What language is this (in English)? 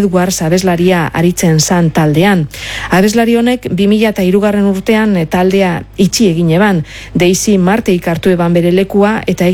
Basque